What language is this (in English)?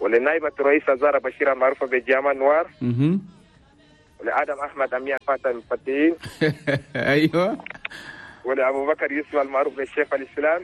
Chadian Arabic